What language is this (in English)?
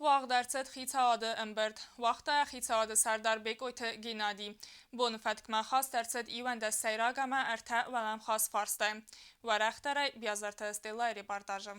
Ossetic